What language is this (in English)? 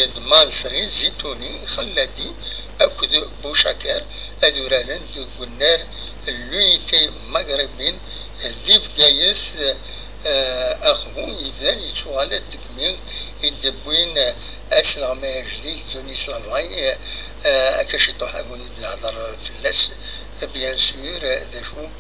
Kabyle